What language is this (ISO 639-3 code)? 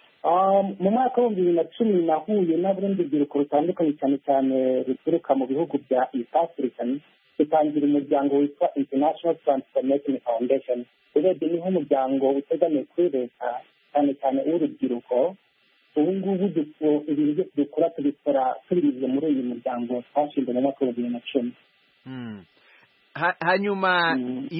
kin